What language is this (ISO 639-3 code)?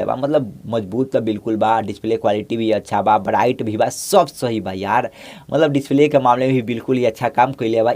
bho